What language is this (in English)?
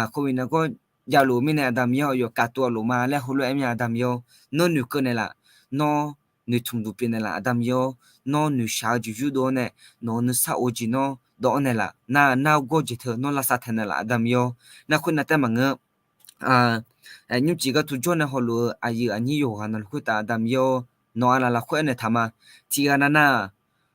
Akha